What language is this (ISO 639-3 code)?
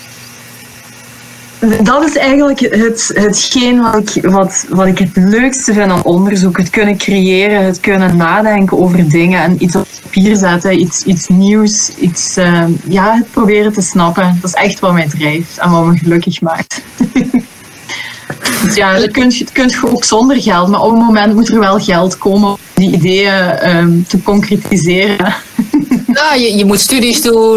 nld